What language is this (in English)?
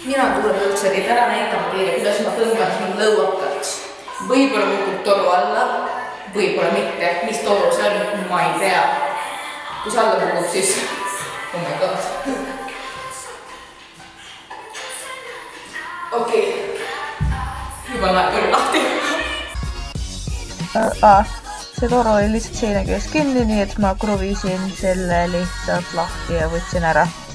Estonian